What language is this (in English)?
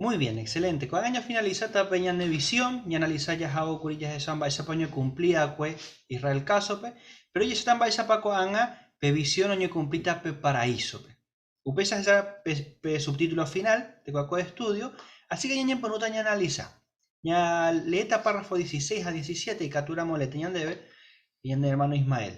Guarani